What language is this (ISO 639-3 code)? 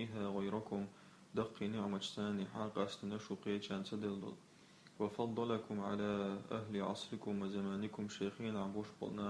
che